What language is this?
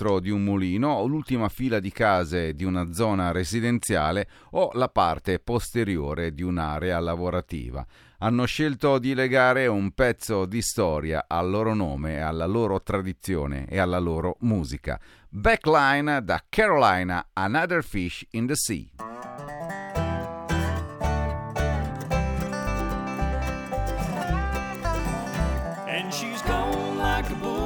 Italian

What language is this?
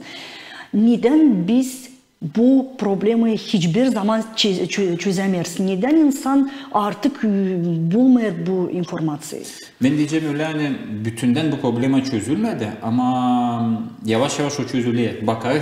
Gagauz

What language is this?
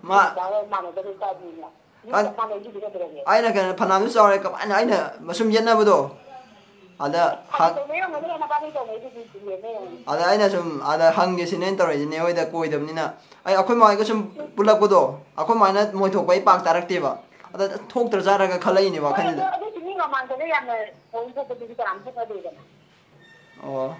Manipuri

